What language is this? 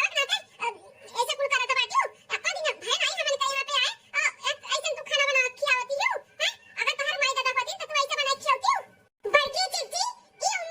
Awadhi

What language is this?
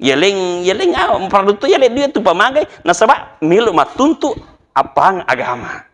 Buginese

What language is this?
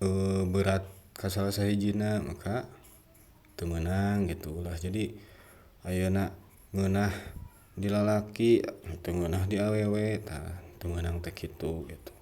Sundanese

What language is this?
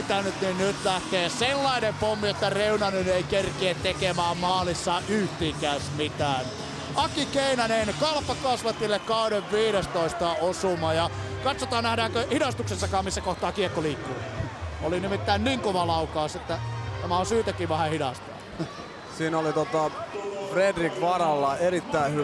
Finnish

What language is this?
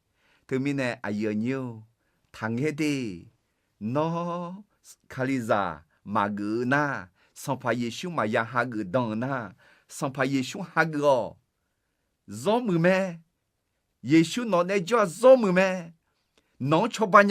Akha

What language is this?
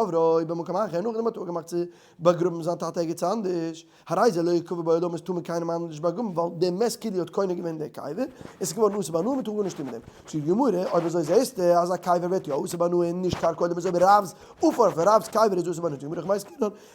Yiddish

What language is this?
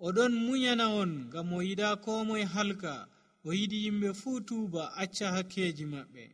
Nigerian Fulfulde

